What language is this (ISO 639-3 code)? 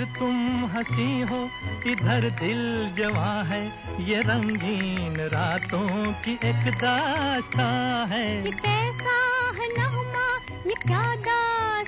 hin